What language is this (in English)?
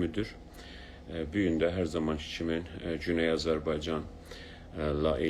South Azerbaijani